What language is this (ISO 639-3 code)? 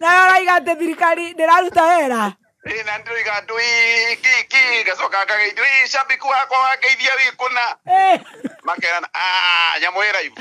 kik